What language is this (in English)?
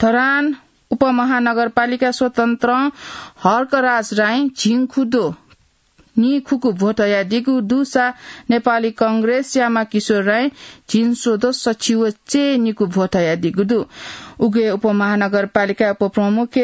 Newari